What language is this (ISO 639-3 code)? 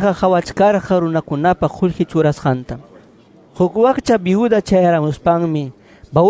que